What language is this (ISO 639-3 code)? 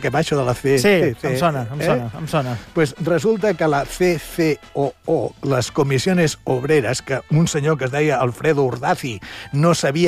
cat